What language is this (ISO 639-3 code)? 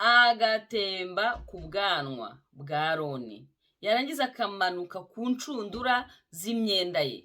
kin